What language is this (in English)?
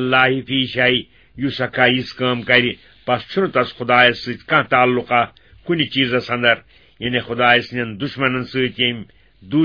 Kashmiri